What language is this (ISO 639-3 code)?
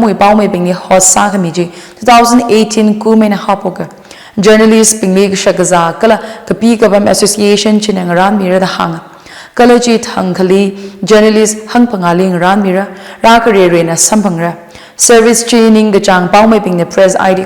nmf